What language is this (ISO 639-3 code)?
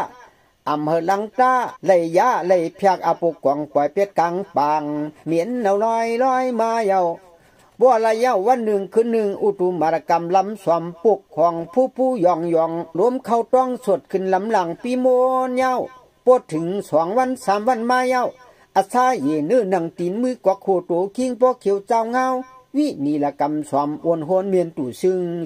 shn